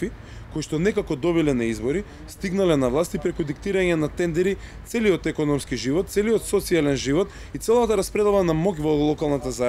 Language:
Macedonian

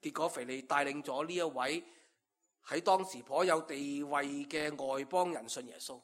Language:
Cantonese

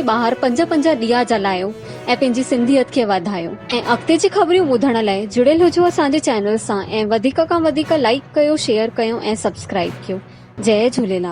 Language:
Sindhi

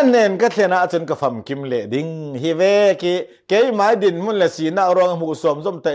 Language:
Falam Chin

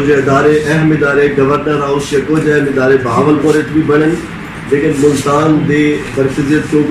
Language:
Saraiki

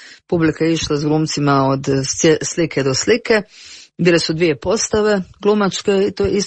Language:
Croatian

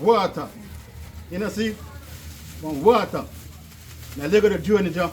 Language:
Jamaican Creole English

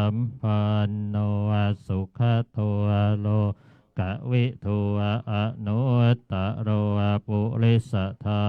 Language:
Pali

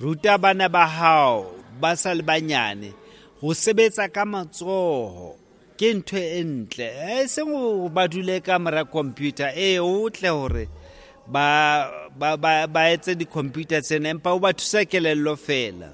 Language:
Southern Sotho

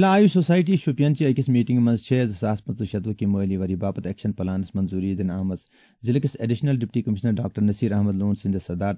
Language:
Kashmiri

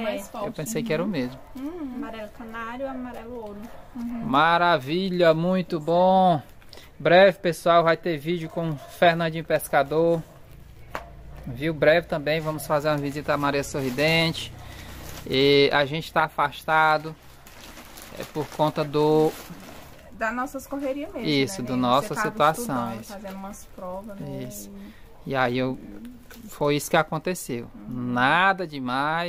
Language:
Portuguese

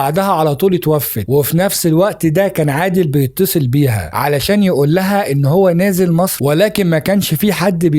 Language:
Egyptian Arabic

